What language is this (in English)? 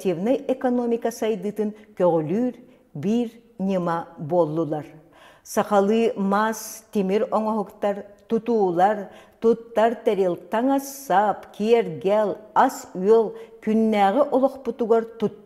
Yakut